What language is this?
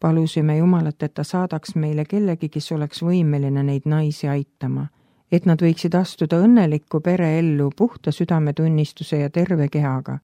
Estonian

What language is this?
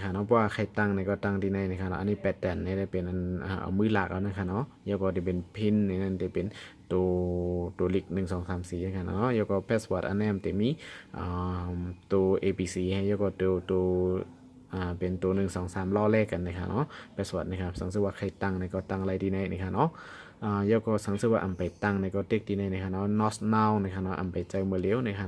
Shan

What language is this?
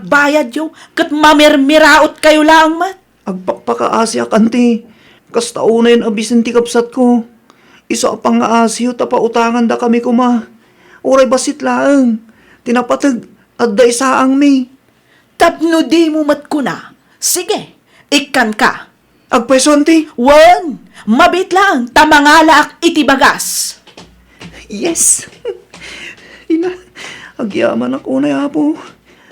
Iloko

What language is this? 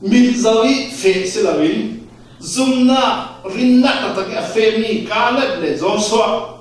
Falam Chin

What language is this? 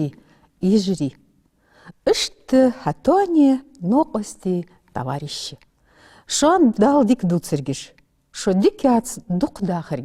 Ingush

